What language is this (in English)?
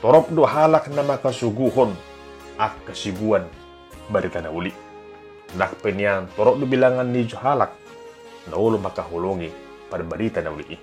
Batak Toba